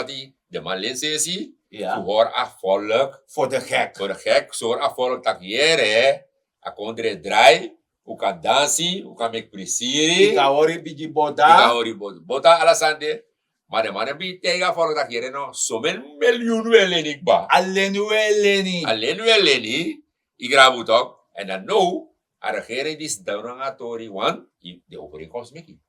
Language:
Sranan Tongo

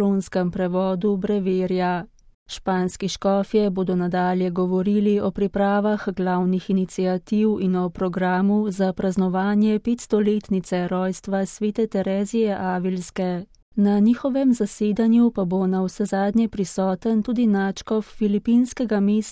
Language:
Slovenian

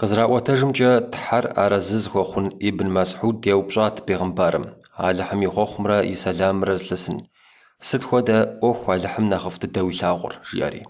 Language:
Kabardian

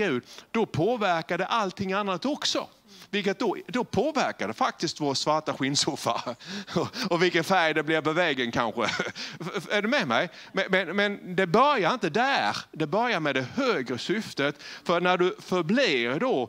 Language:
Swedish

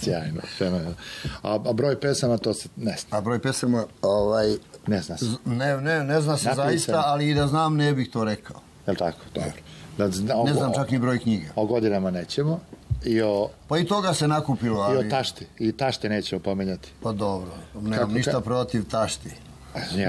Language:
Serbian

